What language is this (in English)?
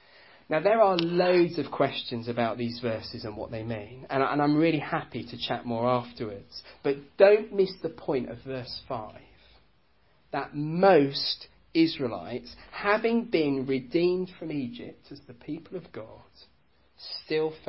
English